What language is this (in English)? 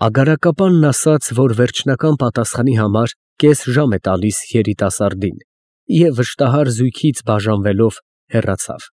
Armenian